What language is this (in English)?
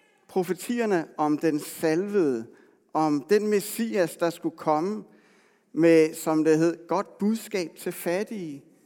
Danish